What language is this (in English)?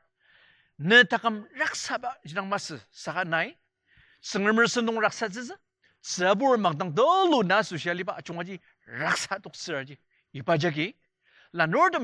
Ao Naga